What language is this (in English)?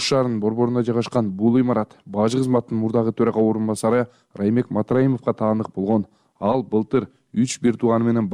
Kyrgyz